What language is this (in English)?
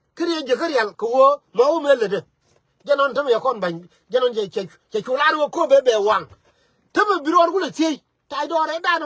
Nuer